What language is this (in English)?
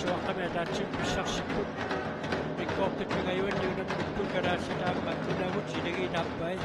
Kalaallisut